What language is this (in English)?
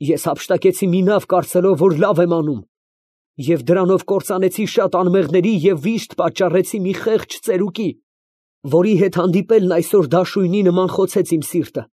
Armenian